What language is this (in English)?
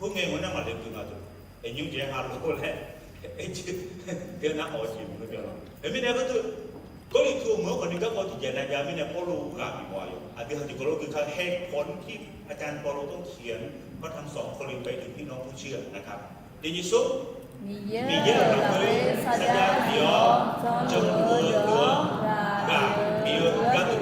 Akha